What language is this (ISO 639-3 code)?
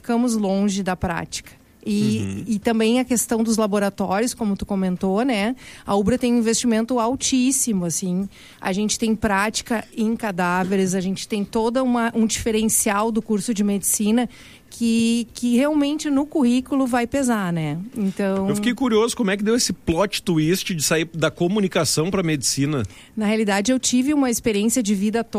por